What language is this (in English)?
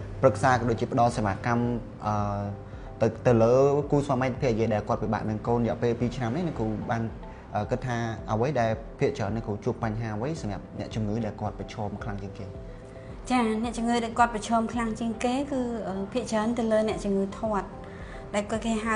Khmer